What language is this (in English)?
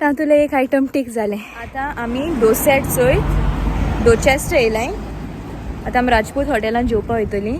Konkani